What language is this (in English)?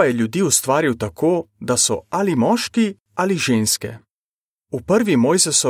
Slovenian